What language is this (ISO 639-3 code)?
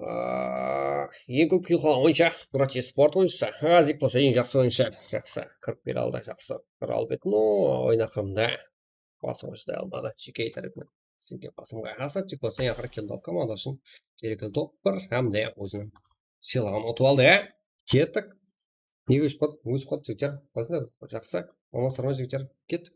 kaa